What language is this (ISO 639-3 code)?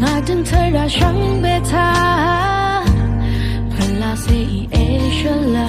raw